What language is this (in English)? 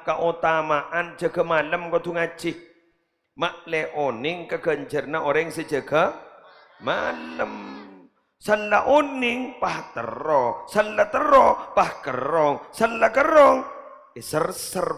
Madurese